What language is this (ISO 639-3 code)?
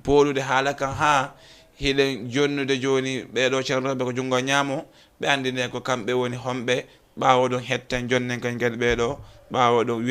ful